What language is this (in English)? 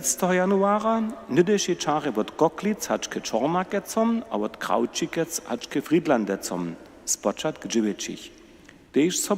Upper Sorbian